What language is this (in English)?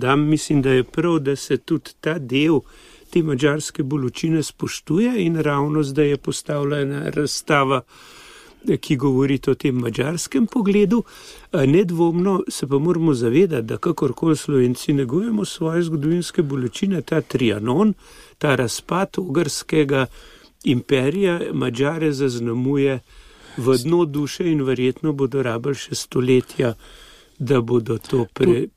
Slovenian